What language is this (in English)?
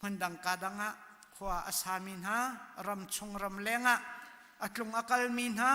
Hakha Chin